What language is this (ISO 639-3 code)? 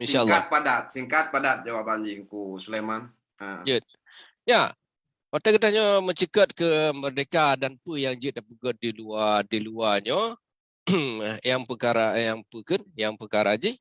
ace